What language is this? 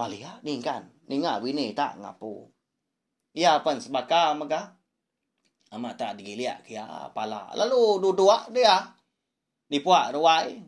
Iban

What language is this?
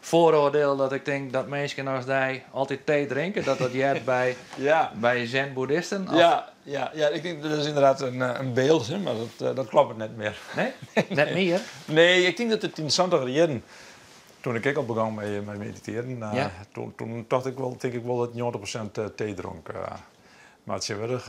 Western Frisian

